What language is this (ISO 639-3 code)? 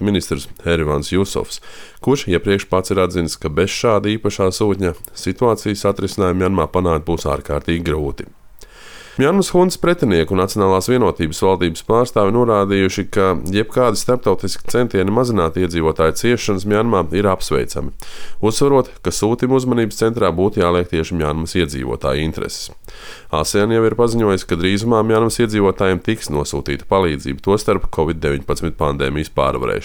lav